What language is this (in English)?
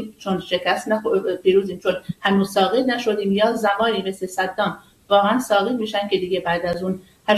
Persian